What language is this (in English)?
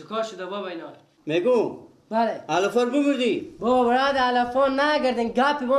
Persian